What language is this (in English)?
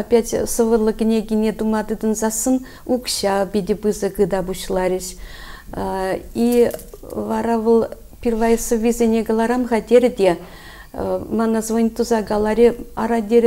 Chuvash